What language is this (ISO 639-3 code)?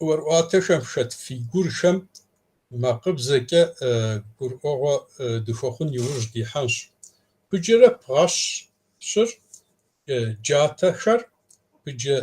kbd